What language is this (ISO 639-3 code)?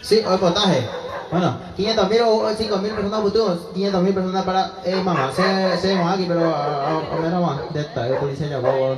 grn